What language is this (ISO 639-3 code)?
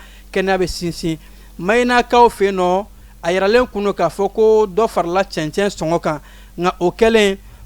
bam